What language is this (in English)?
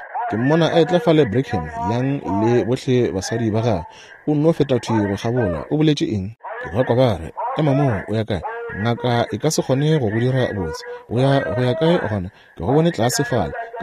Northern Sotho